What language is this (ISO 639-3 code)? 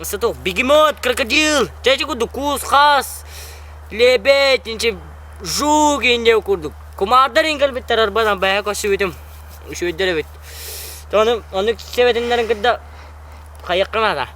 sah